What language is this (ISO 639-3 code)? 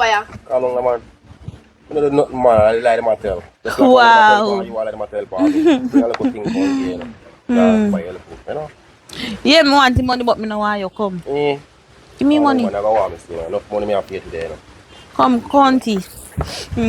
jam